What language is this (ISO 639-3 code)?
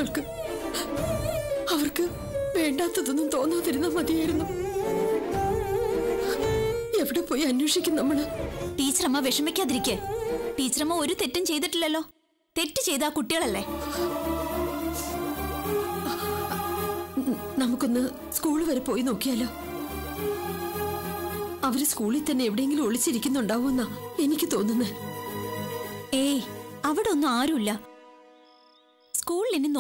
mal